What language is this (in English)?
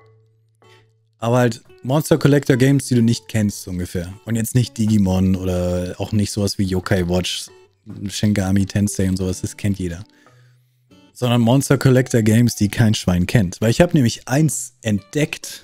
German